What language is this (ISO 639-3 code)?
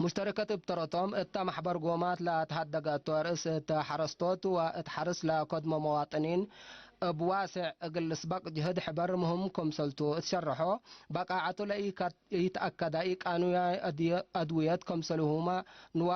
tig